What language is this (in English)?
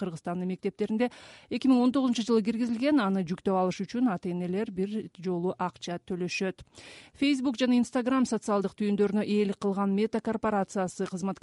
Kyrgyz